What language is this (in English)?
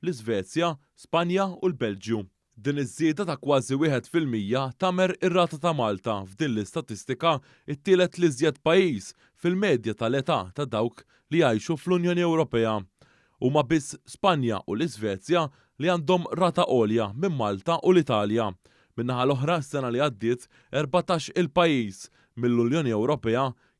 Maltese